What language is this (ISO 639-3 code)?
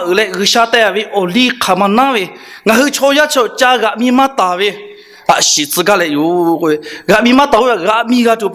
lhu